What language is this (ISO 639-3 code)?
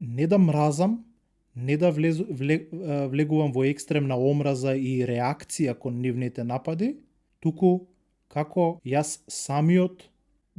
mkd